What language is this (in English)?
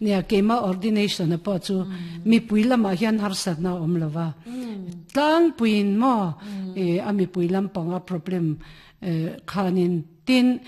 Mizo